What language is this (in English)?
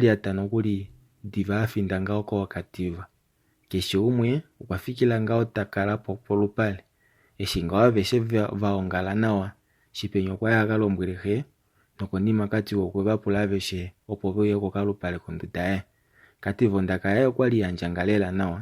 Kuanyama